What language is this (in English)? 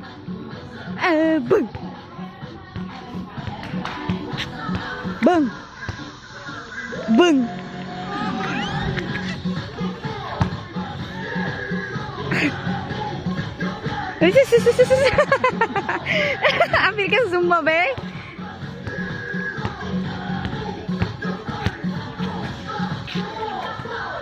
Filipino